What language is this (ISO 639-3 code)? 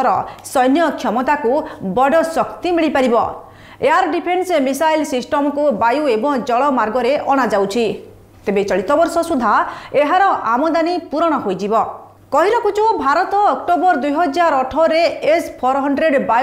ori